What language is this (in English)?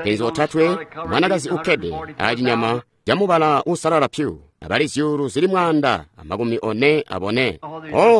Tonga (Zambia)